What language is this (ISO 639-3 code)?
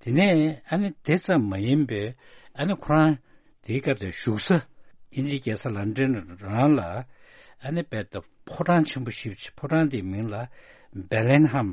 bod